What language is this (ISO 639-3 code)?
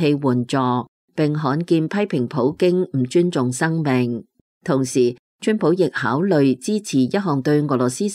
yue